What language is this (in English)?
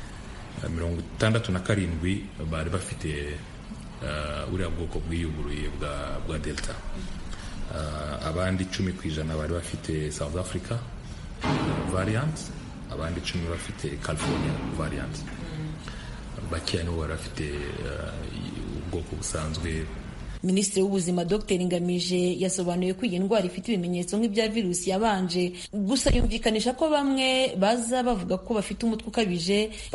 Kinyarwanda